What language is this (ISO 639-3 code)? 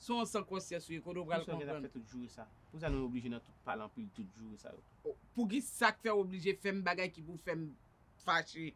hat